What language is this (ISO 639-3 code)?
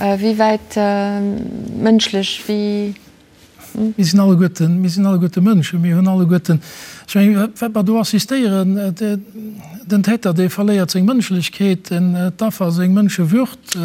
ltz